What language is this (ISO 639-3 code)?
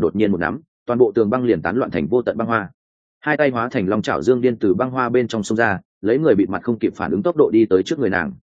vie